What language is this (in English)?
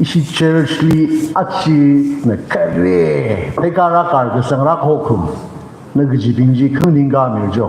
Tangkhul Naga (India)